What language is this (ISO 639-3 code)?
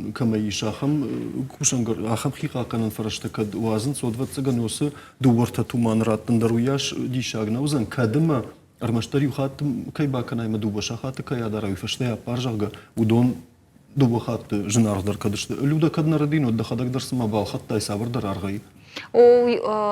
oss